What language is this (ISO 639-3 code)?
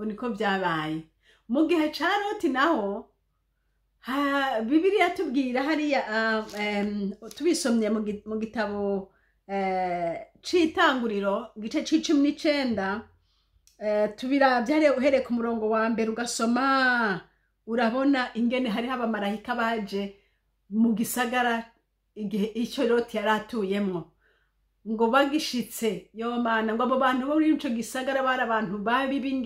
run